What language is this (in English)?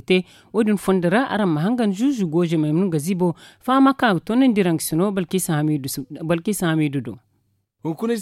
Zarma